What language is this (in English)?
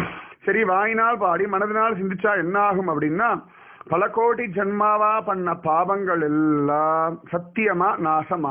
Tamil